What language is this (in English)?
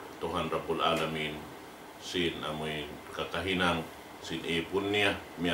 Tausug